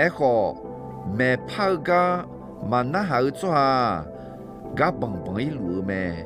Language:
Akha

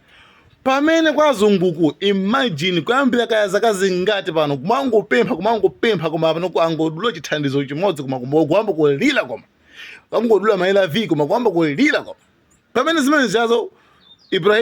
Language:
Nyanja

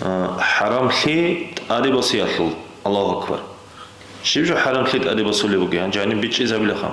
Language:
Avaric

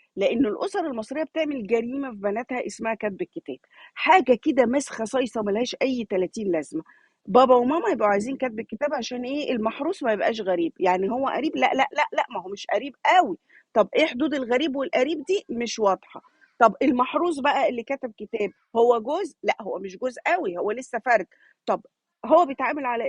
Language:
Egyptian Arabic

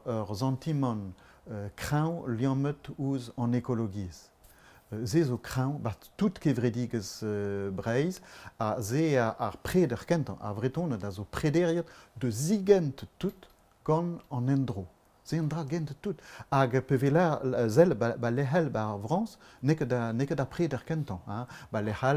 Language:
Breton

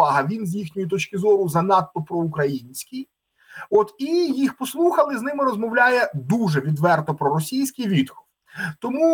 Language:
Ukrainian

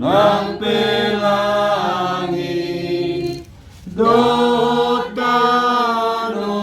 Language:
Batak Toba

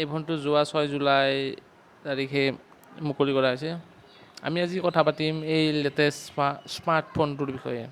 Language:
Assamese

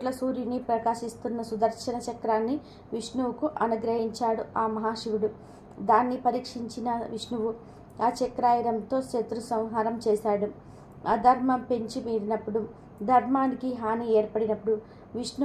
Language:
Telugu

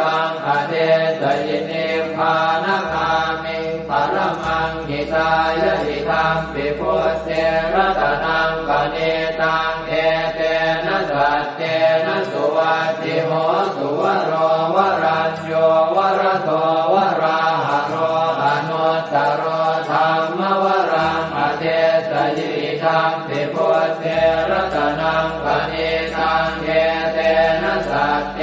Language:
Pali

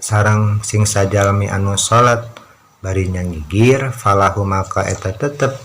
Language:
Sundanese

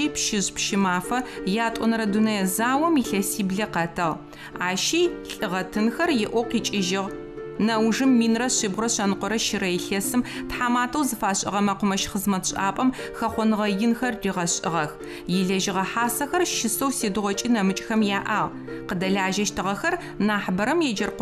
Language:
Adyghe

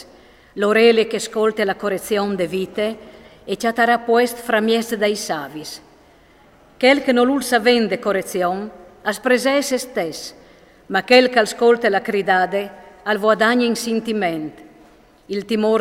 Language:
Friulian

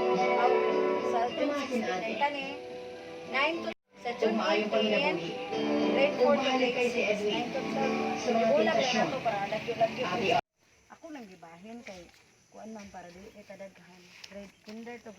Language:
Cebuano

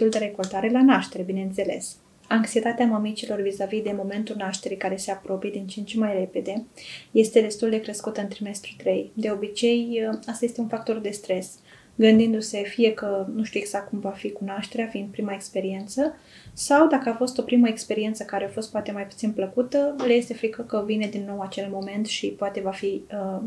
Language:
Romanian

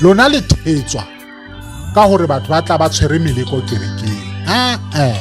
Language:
Southern Sotho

